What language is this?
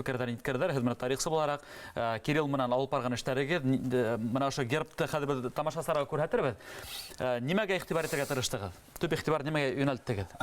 Bashkir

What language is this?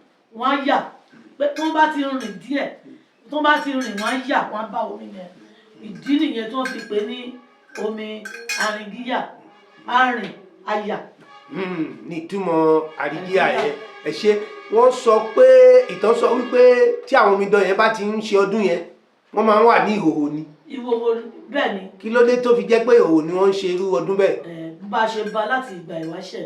Yoruba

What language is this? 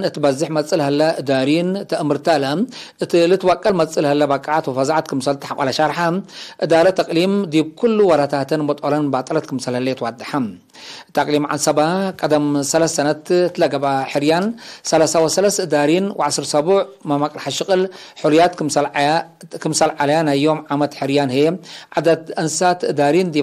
Tigre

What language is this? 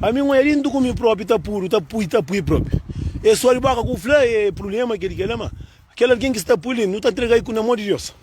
Kabuverdianu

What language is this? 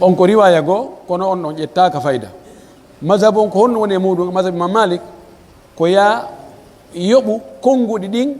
Pular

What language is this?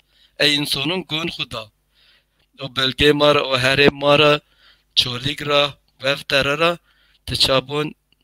Zaza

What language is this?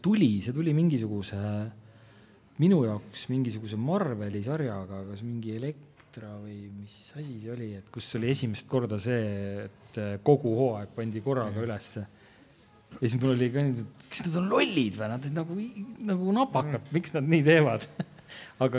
Estonian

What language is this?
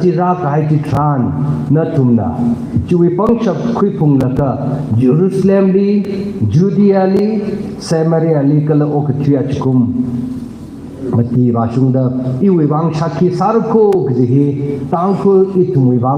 Tangkhul Naga (India)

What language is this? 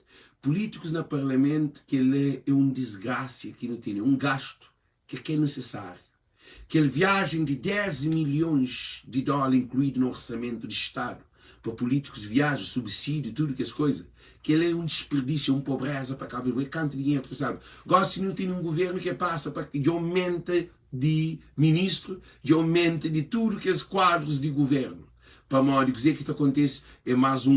Kabuverdianu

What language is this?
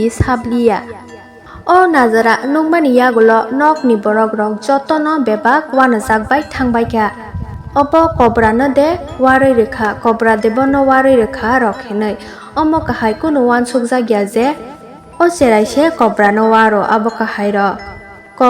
Kok Borok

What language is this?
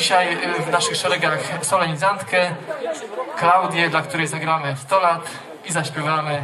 Polish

